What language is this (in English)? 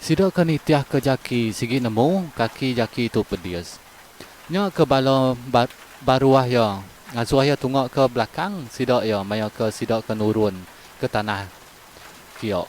Iban